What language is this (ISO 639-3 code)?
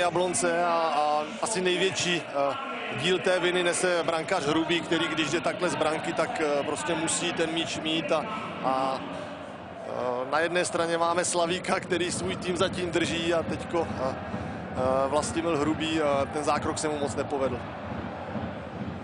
ces